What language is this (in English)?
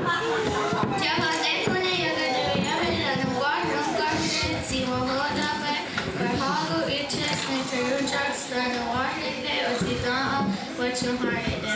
Mohawk